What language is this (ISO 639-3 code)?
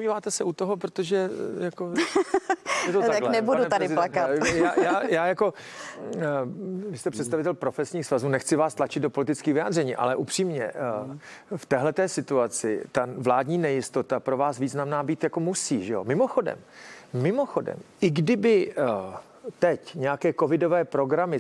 ces